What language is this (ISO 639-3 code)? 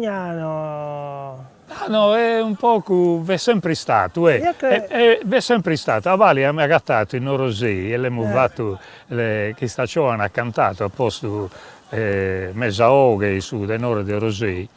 srd